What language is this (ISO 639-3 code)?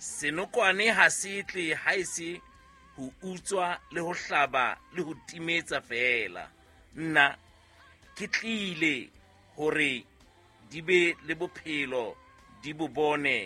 sot